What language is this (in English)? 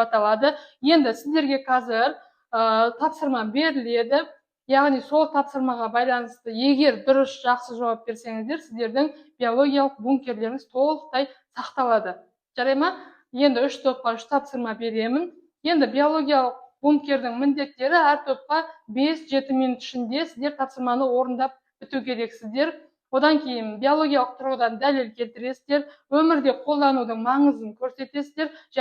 Kazakh